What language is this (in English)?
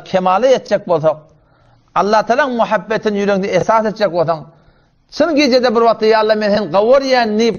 Turkmen